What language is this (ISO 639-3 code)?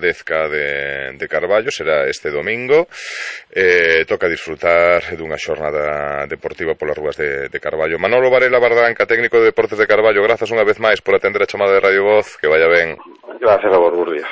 glg